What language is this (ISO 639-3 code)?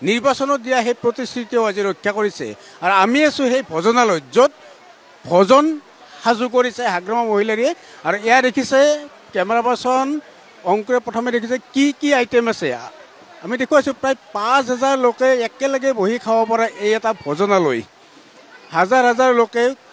asm